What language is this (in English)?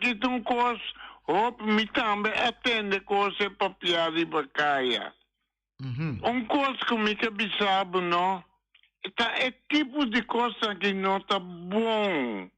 Papiamento